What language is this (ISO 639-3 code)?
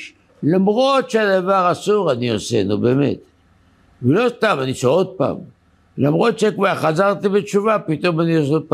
heb